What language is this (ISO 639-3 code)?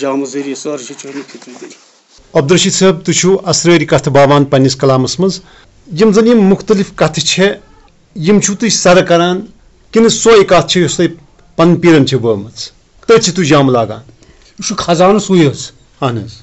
kas